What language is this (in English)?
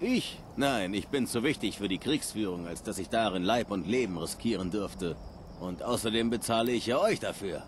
Bavarian